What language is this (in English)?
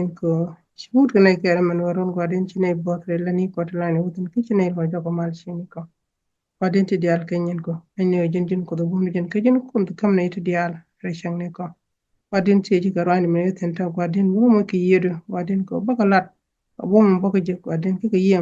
Nuer